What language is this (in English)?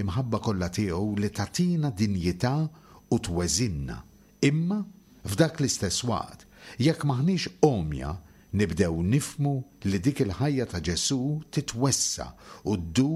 Maltese